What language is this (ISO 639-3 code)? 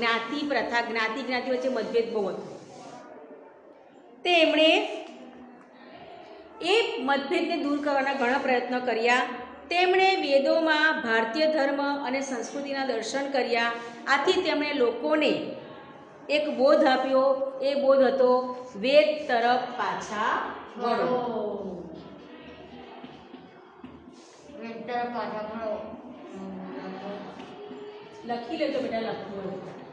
guj